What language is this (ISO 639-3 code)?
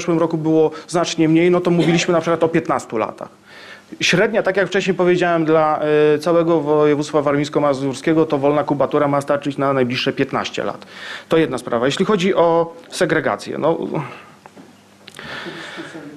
pol